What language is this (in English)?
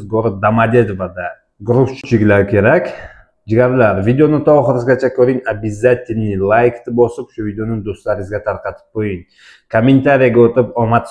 Uzbek